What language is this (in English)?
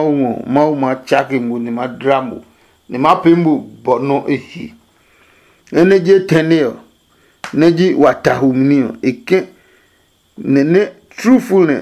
Adangme